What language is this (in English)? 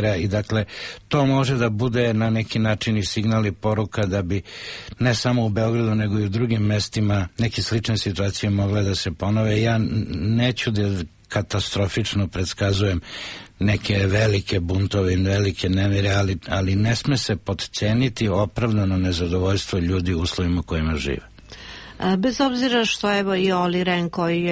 Serbian